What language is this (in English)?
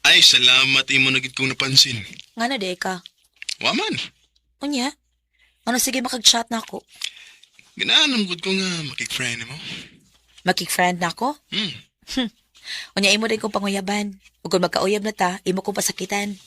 Cebuano